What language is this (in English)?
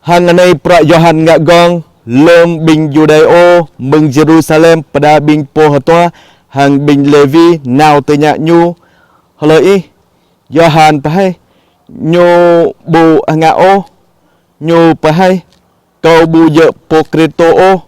Jarai